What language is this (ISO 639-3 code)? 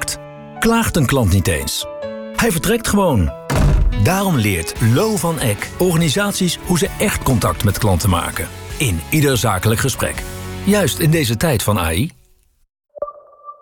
nld